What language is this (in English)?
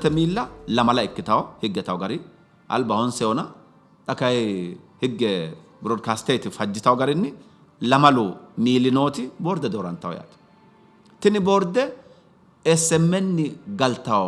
Sidamo